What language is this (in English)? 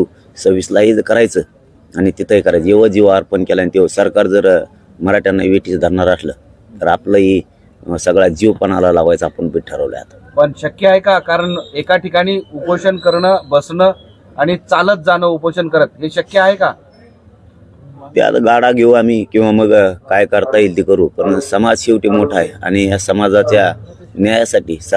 Marathi